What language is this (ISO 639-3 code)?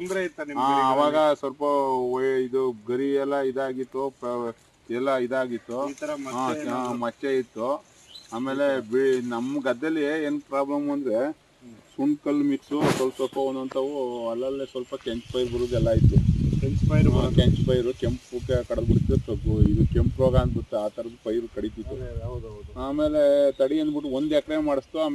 kan